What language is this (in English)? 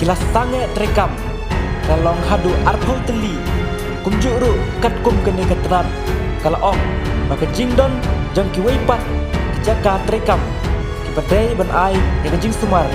Khasi